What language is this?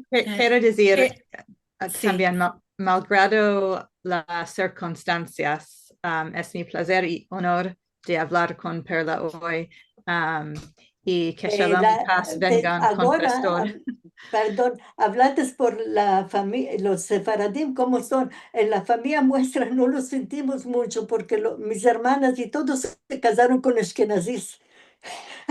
Ladino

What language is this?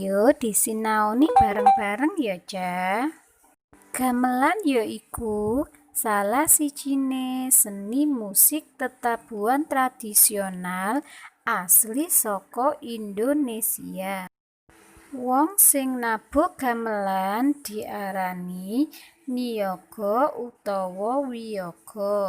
Javanese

